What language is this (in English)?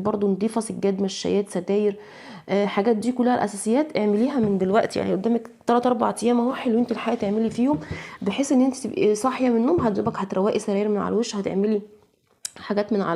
Egyptian Arabic